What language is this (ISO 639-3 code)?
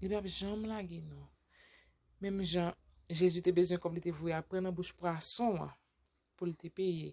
hat